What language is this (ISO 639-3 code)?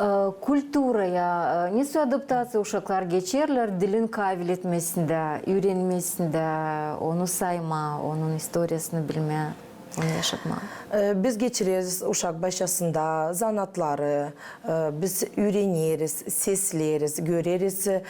gag